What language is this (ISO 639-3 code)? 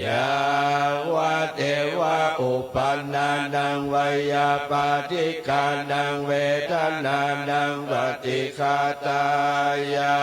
pli